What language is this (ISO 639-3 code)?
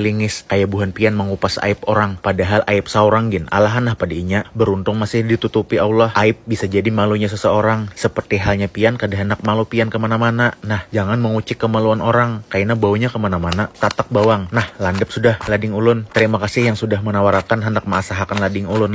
bjn